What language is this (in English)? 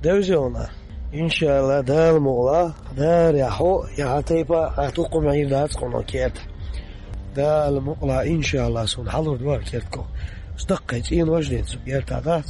Chechen